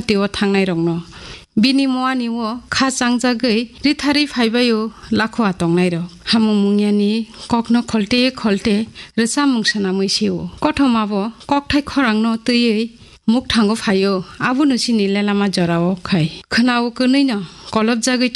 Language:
Kok Borok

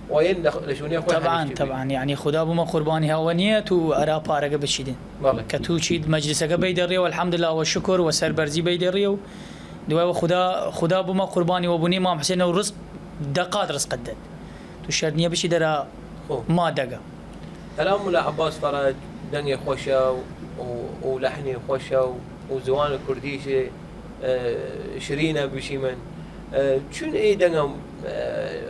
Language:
Southern Kurdish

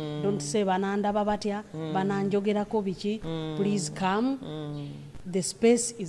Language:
Nyoro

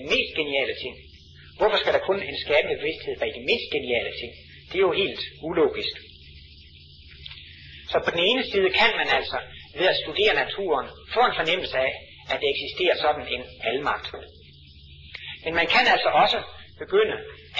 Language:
Danish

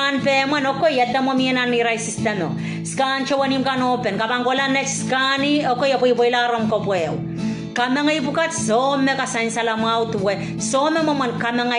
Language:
Pohnpeian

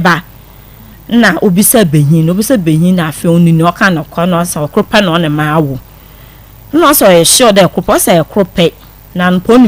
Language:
Akan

